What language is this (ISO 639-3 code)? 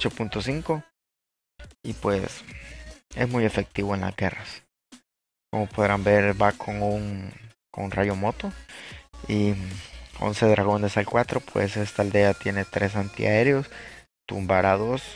spa